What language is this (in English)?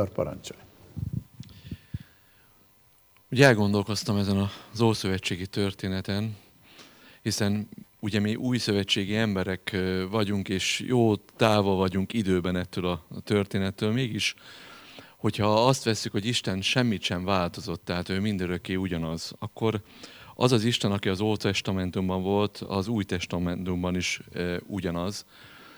Hungarian